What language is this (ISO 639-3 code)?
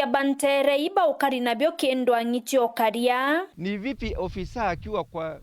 mer